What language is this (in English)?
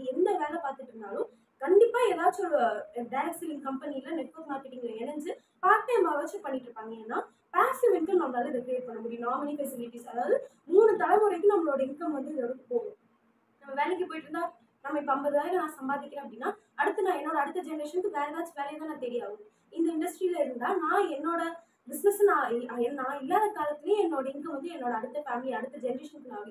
Tamil